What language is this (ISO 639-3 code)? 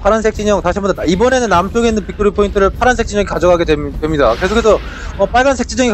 kor